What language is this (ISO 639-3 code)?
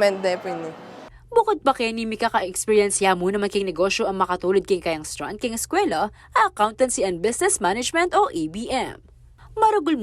pam